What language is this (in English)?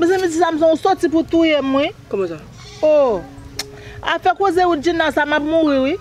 Haitian Creole